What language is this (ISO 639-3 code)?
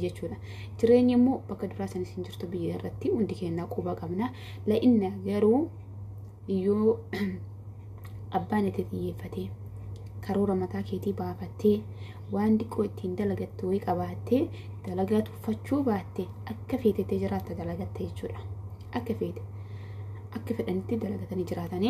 orm